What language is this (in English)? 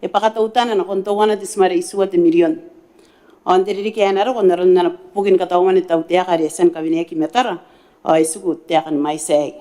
Gilbertese